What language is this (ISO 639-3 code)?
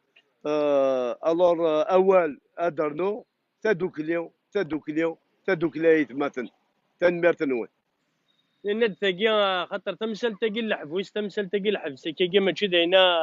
kab